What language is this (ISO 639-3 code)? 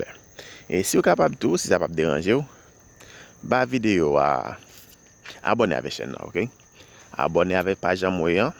hat